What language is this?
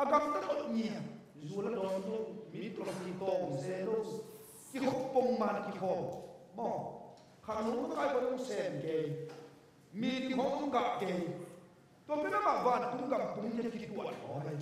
Tedim Chin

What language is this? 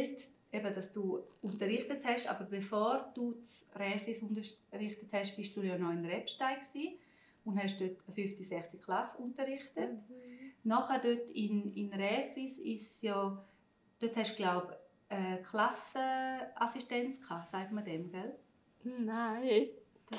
Swiss German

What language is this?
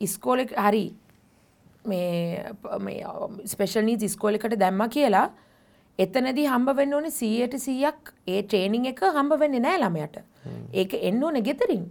Sinhala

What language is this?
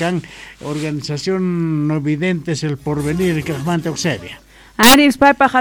South Bolivian Quechua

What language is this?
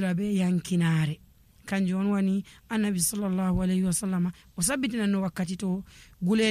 Nigerian Fulfulde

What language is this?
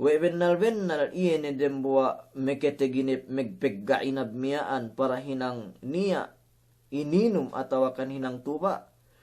Yakan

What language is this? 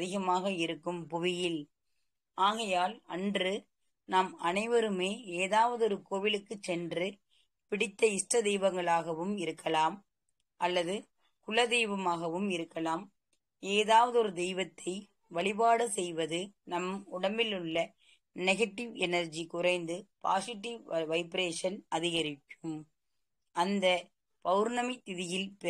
Tamil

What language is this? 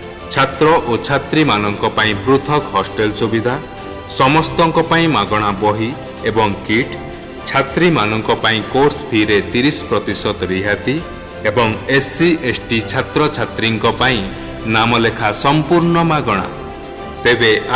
Odia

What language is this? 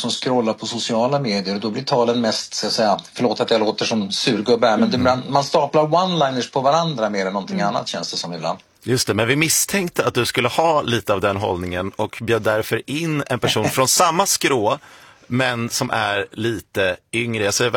Swedish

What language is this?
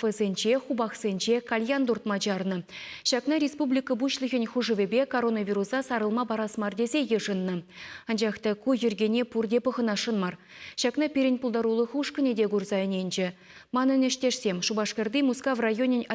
Chuvash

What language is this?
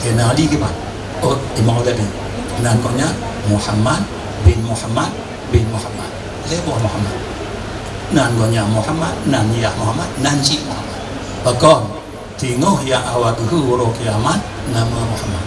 Achinese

